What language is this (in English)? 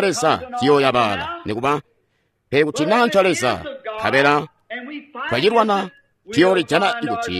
Tonga (Zambia)